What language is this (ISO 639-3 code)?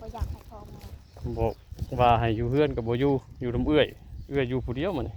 tts